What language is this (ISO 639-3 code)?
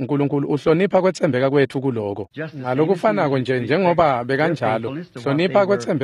ssw